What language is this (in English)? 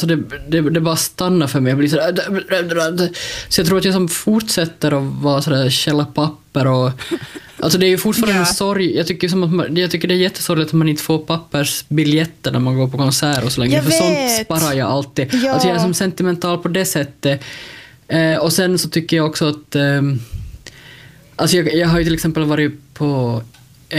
Swedish